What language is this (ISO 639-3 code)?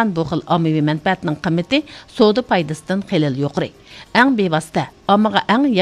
uig